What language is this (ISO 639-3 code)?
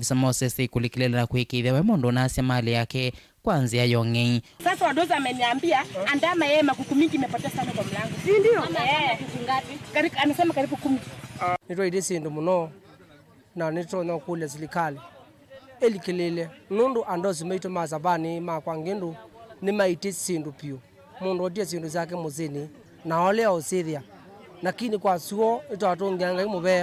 kam